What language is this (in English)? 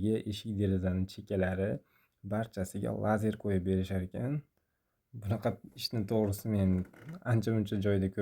Uzbek